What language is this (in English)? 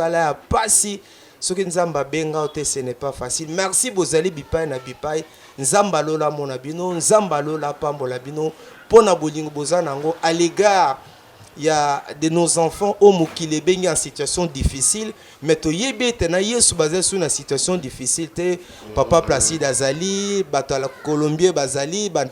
Lingala